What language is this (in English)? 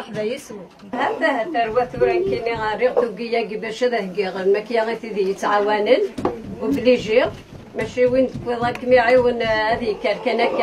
Kabyle